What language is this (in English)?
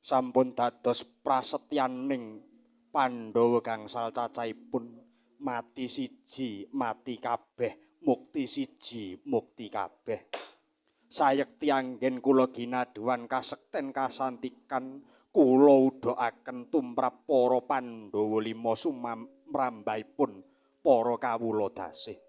Javanese